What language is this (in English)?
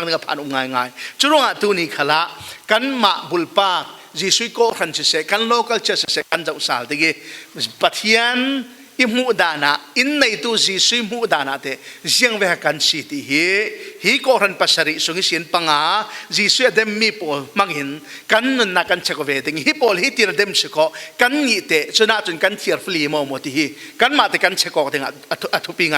Falam Chin